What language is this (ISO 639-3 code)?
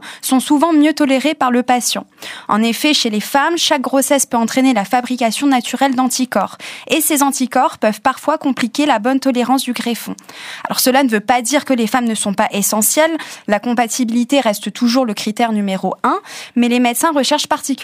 fra